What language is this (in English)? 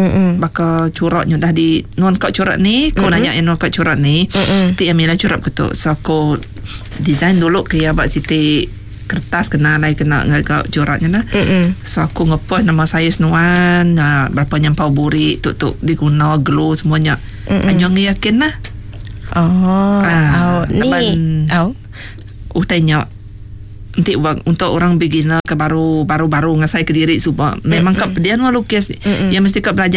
Iban